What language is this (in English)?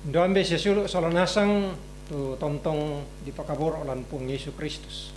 Toraja-Sa'dan